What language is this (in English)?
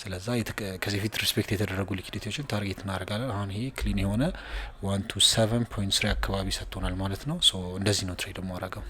Amharic